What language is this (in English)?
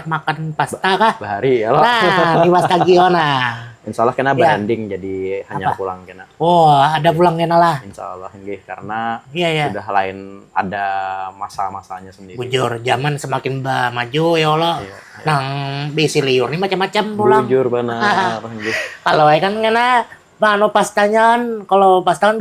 Banjar